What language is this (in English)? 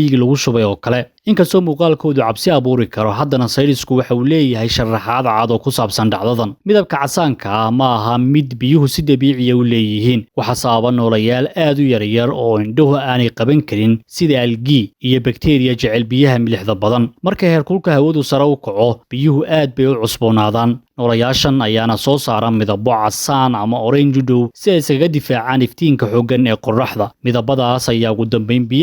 Somali